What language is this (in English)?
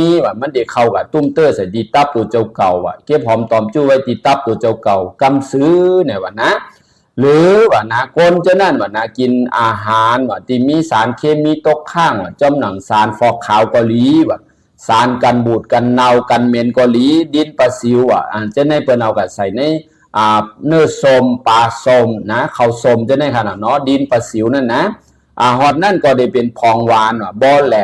Shan